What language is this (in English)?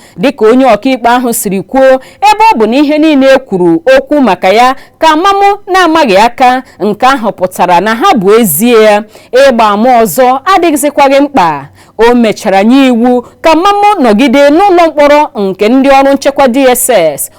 Igbo